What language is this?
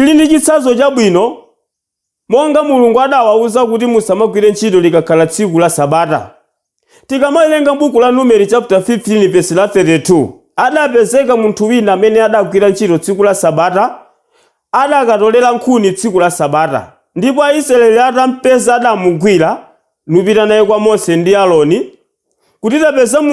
Nyanja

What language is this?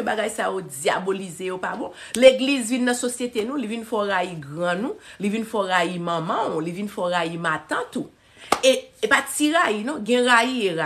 Haitian Creole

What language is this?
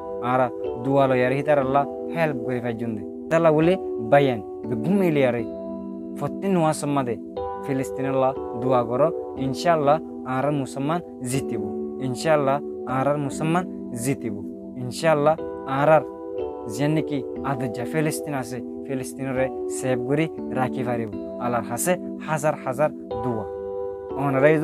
Rohingya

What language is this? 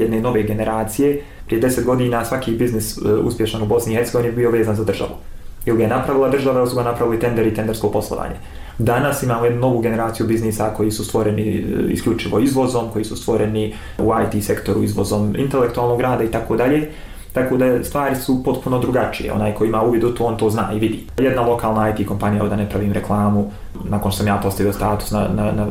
Bosnian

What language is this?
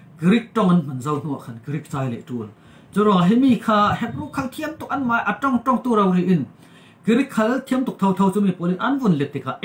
Falam Chin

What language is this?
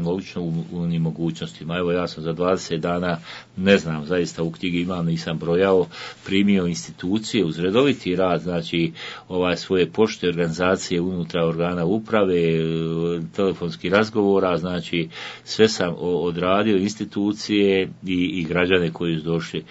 Bosnian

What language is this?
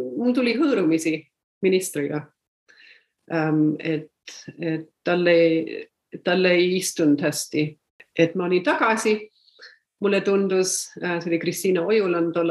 Estonian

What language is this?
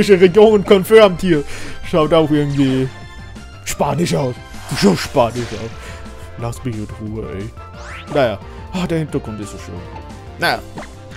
German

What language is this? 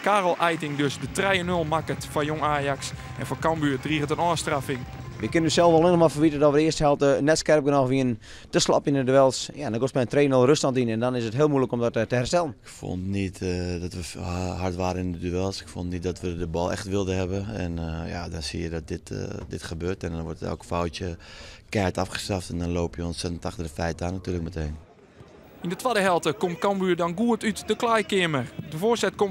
Western Frisian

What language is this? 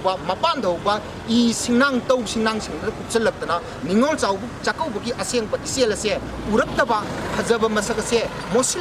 Manipuri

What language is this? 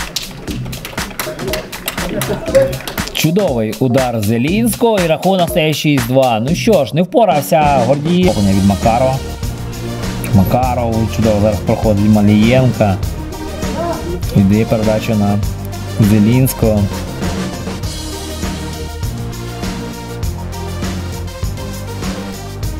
Ukrainian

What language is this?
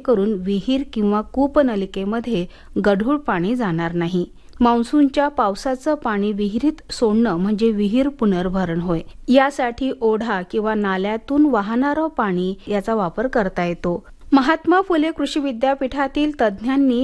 Marathi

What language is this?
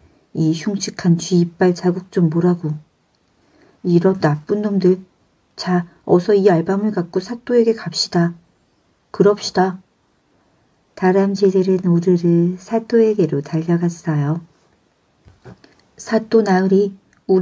Korean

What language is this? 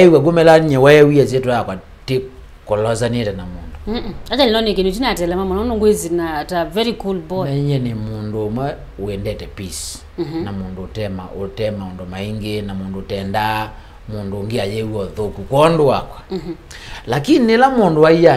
Kamba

